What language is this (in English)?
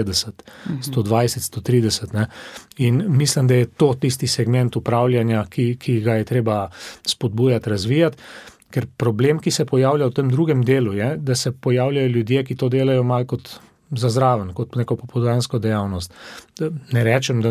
Slovenian